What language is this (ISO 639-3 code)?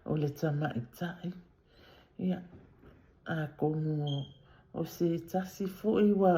smo